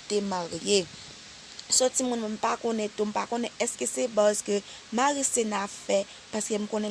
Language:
Haitian Creole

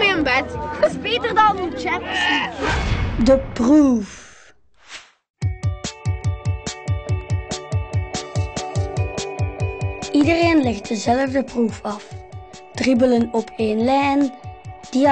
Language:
Dutch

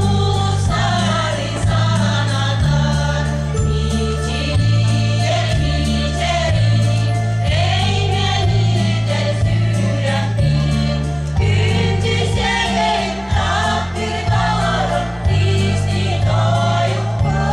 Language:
Yakut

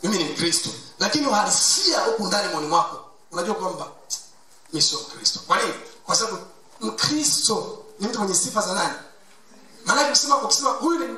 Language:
Swahili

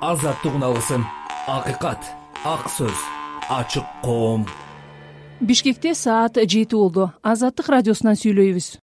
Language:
Kyrgyz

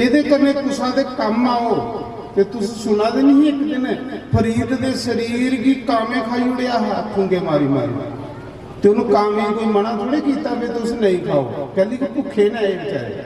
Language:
Dogri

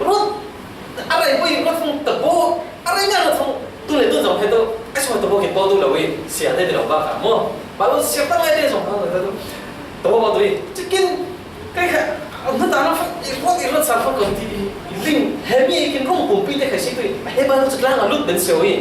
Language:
Falam Chin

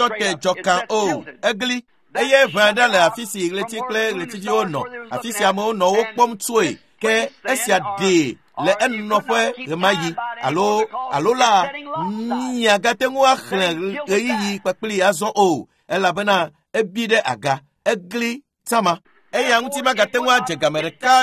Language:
Ewe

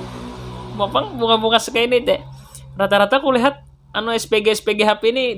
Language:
Banjar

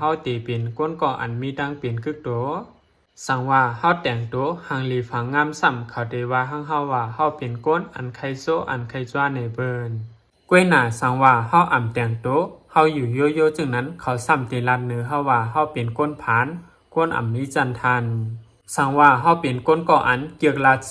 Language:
Shan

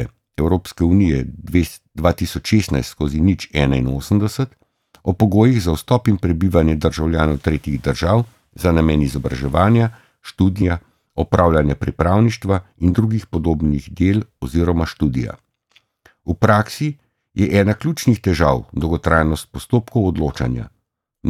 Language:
Slovenian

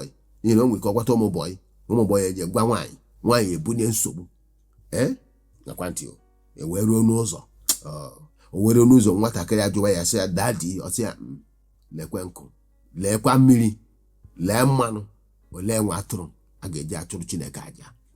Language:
Igbo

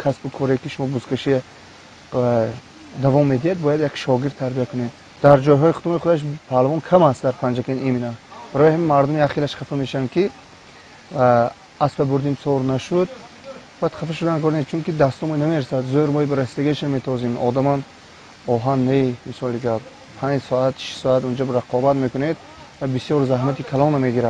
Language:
Tajik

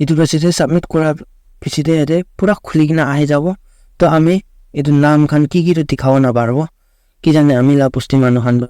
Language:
Naga Pidgin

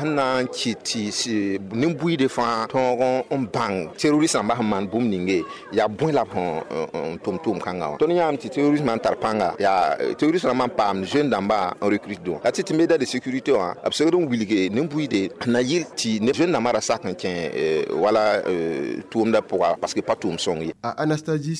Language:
Mossi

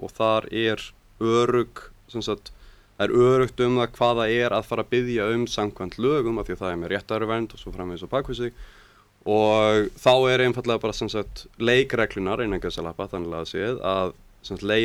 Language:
Icelandic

